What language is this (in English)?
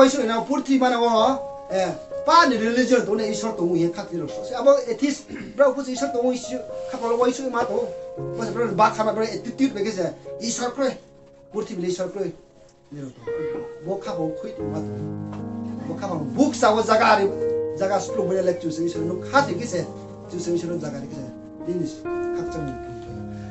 Riang (India)